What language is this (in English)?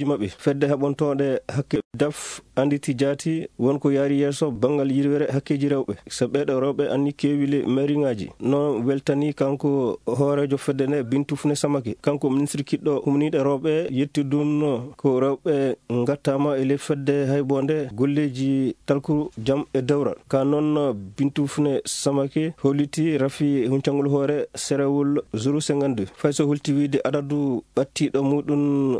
Fula